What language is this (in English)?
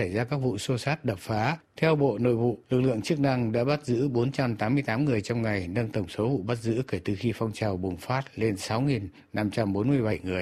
Vietnamese